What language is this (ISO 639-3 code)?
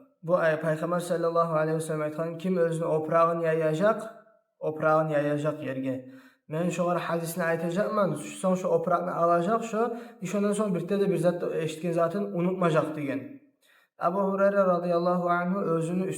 kum